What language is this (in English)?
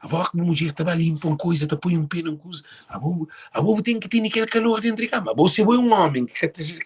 Kabuverdianu